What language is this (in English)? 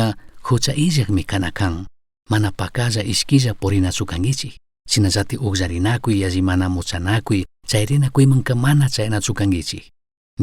Chimborazo Highland Quichua